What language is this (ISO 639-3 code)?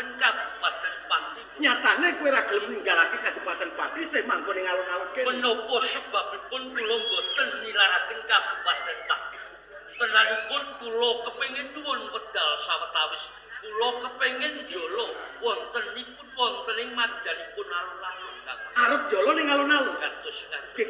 jav